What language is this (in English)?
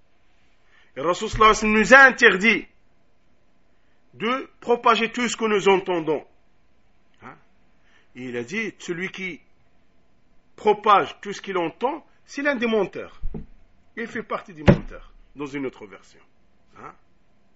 French